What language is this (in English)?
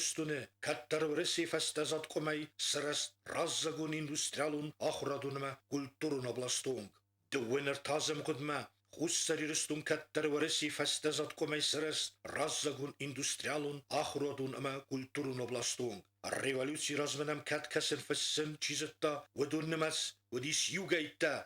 Ossetic